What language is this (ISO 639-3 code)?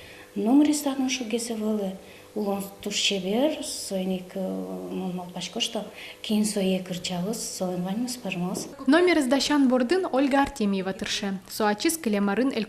udm